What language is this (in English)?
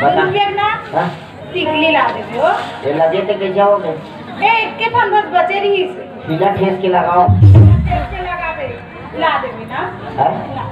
Chhattisgarhi